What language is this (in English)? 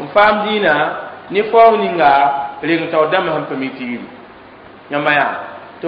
Mossi